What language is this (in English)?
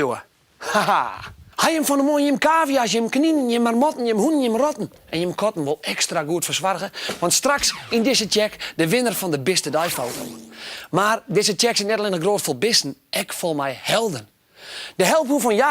Western Frisian